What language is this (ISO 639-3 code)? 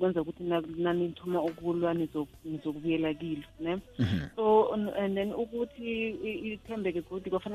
nbl